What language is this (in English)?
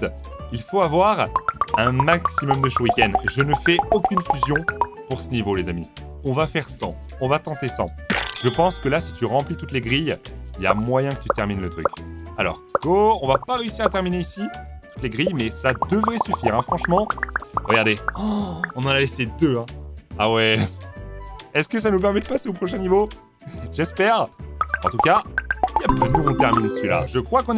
French